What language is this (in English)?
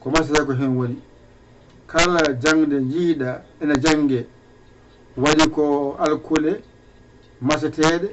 Fula